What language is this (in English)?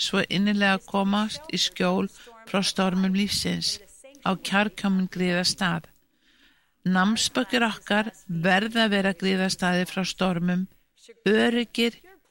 Icelandic